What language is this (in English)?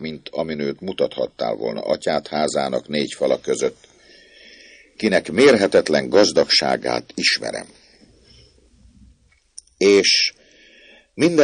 Hungarian